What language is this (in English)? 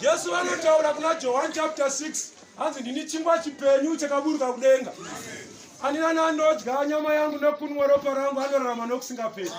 Shona